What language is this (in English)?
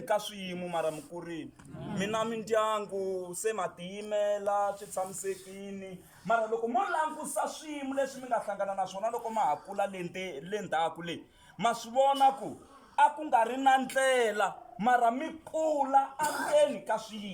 Tsonga